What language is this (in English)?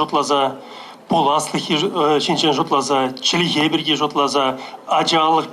Chuvash